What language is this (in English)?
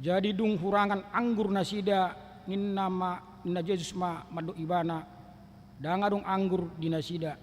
Batak Toba